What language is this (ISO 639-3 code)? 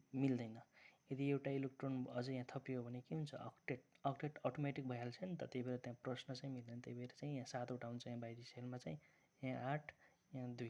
nep